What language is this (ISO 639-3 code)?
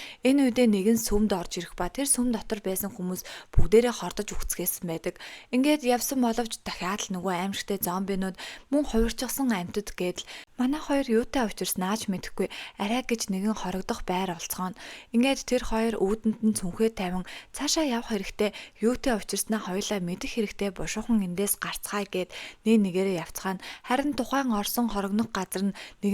mon